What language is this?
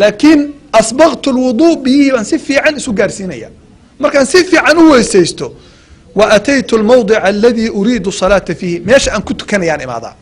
Somali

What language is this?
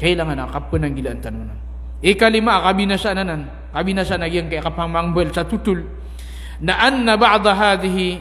Maranao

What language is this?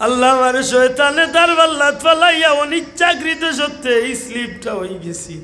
Sylheti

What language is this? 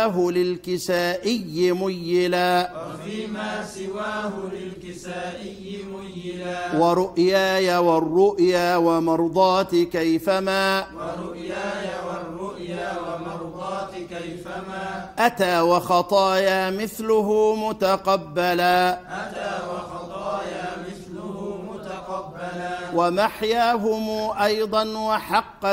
Arabic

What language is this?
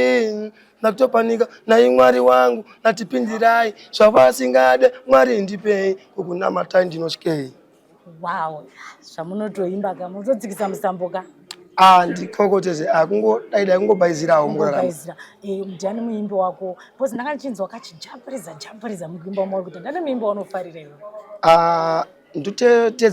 Shona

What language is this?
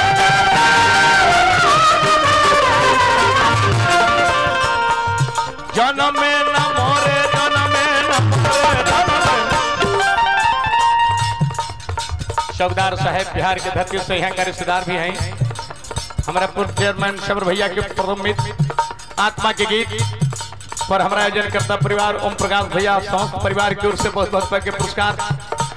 Bhojpuri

